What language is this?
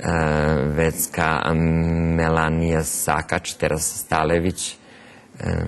Rusyn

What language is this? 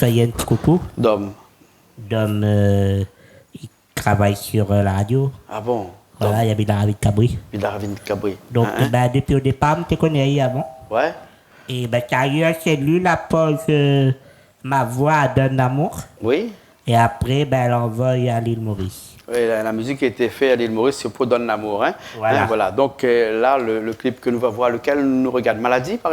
Réunion Creole French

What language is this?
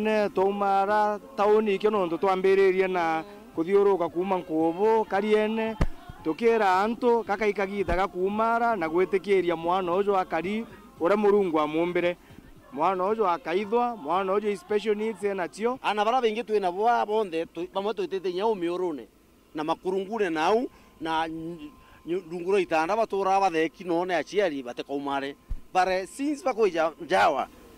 Meru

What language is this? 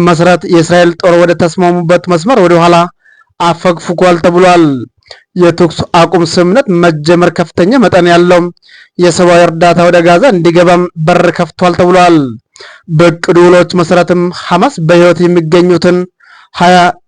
Amharic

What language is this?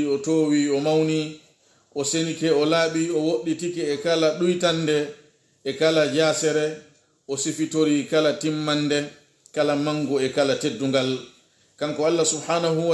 Pular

